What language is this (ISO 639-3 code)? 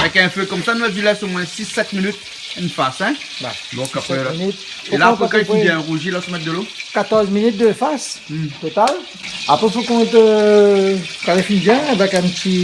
rcf